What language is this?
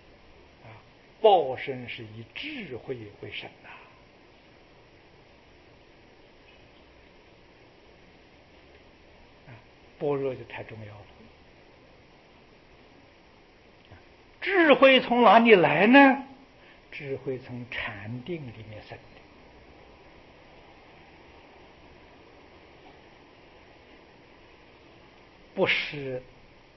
Chinese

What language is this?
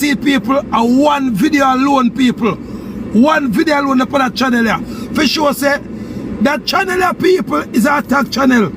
Jamaican Creole English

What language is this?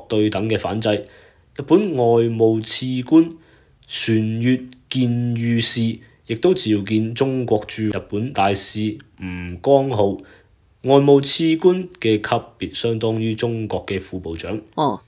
Cantonese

